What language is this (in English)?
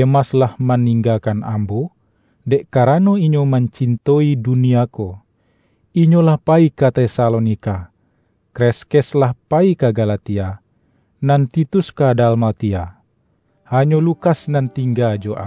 Minangkabau